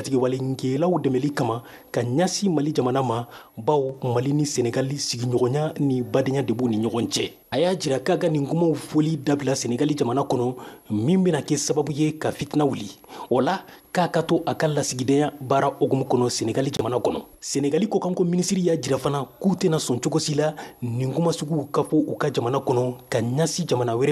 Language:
Bambara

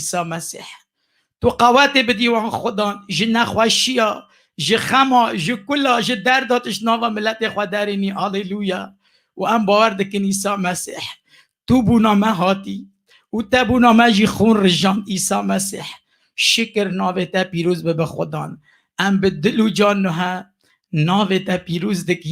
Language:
Kurdish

